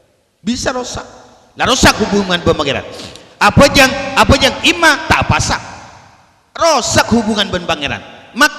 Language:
Madurese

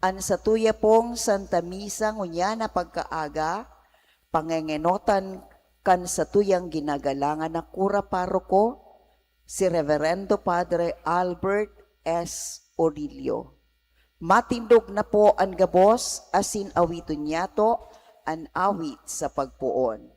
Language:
Bikol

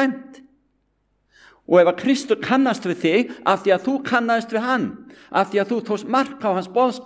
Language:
Icelandic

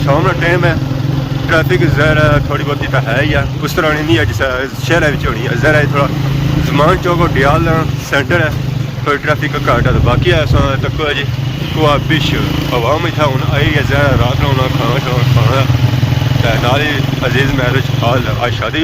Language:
Pahari-Potwari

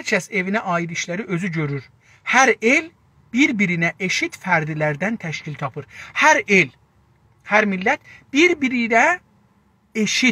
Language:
South Azerbaijani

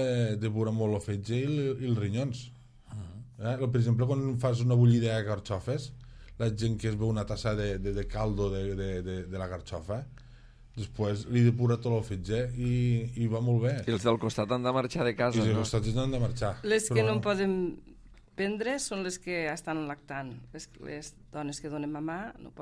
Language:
Catalan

